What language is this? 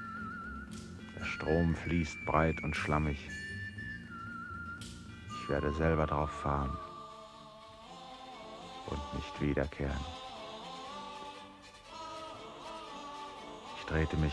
German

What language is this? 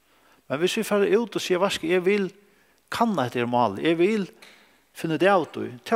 Faroese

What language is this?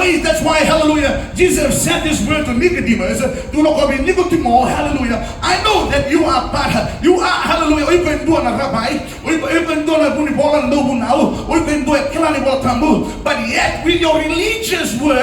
Fijian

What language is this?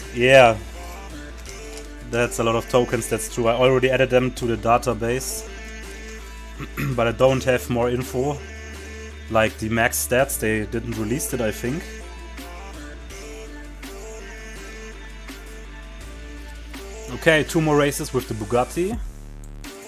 English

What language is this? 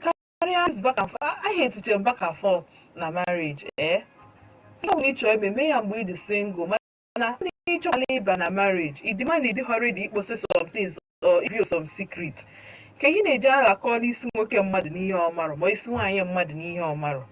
Igbo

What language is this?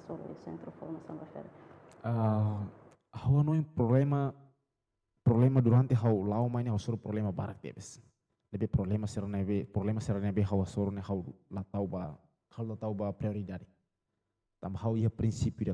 Tetum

